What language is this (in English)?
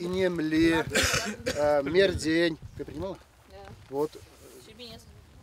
Chuvash